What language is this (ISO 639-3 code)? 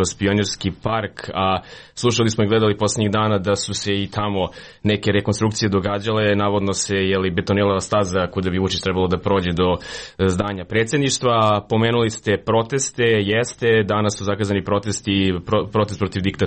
srp